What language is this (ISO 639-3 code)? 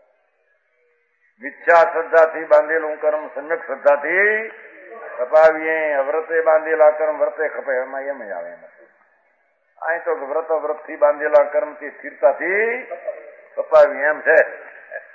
guj